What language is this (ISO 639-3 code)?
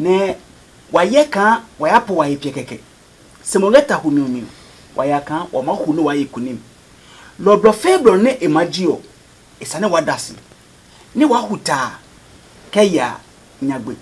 ada